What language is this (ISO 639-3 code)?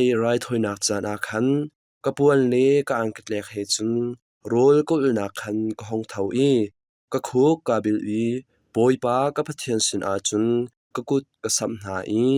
cnh